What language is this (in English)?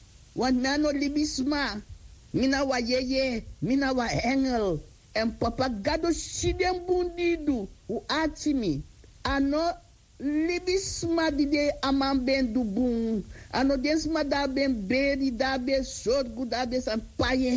Sranan Tongo